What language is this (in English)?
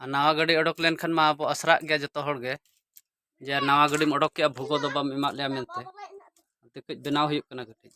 Santali